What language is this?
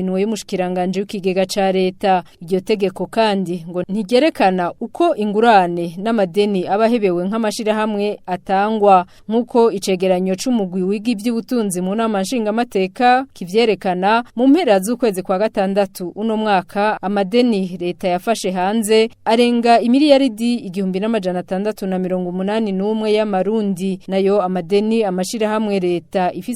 Rundi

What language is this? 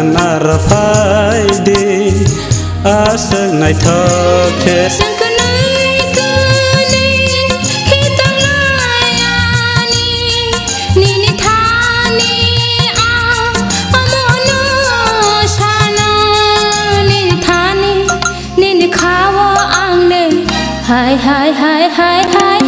Kok Borok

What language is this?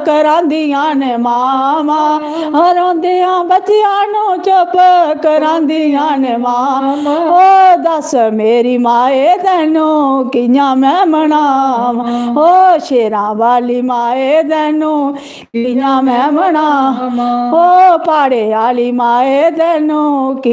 Dogri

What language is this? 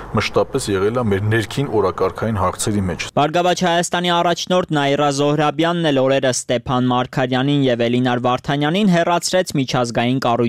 Armenian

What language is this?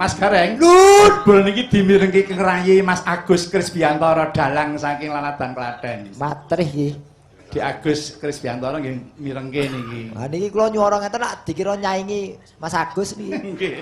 Javanese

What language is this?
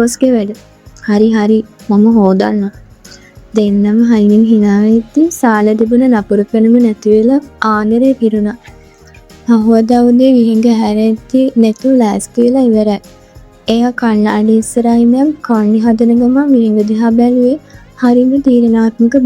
Sinhala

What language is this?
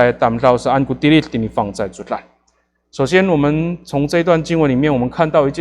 Amis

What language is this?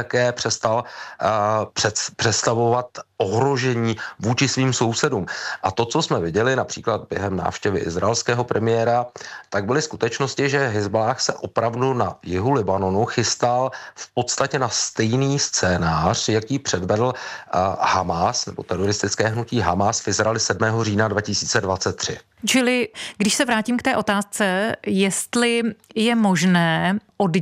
Czech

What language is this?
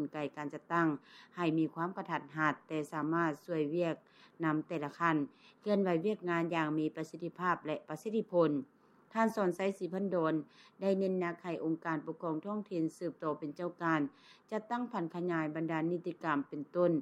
Lao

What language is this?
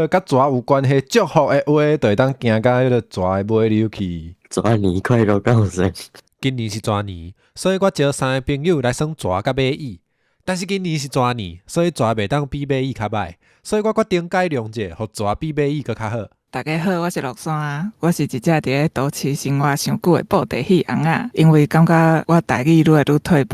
Min Nan Chinese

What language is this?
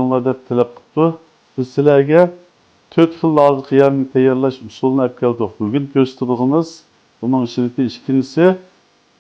Uyghur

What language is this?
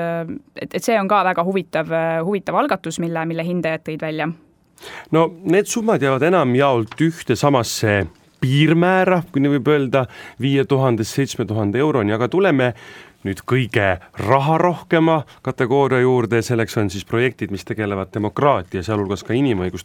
Estonian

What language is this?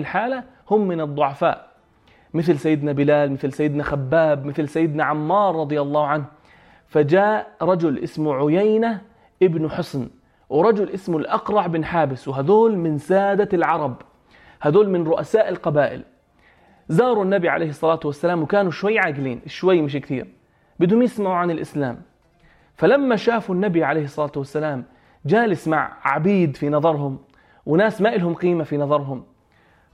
North Levantine Arabic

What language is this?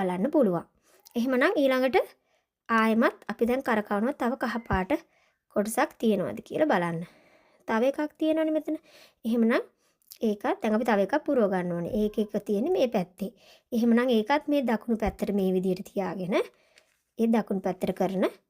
Sinhala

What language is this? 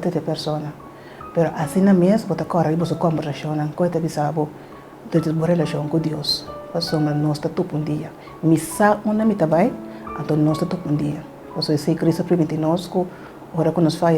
Papiamento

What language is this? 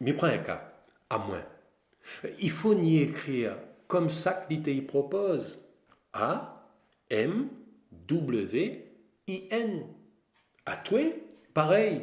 Réunion Creole French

